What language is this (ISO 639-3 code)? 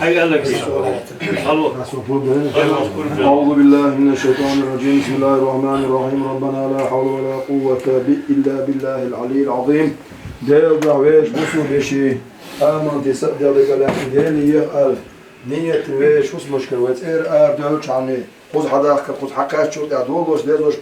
che